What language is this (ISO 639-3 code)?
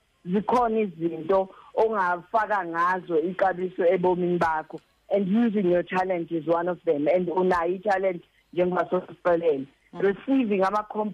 xho